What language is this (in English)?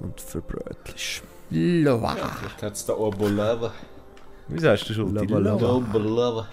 Swiss German